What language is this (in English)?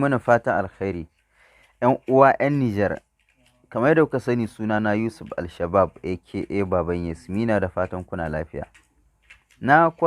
Hausa